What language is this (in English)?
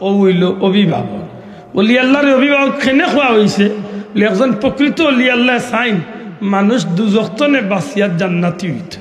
Sylheti